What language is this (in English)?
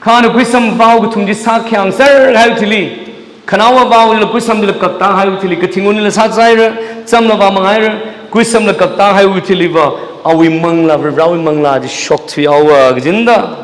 Tangkhul Naga (India)